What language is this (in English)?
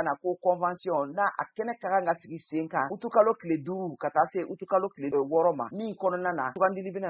Bambara